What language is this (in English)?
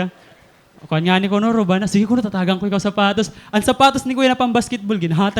Waray